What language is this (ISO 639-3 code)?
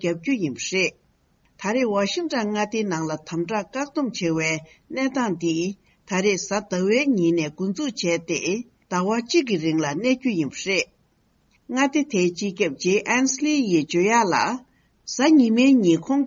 bod